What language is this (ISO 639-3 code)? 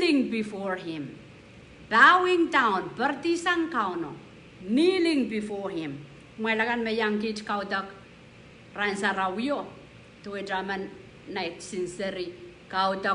pon